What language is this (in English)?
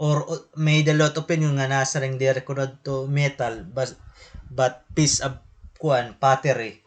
Waray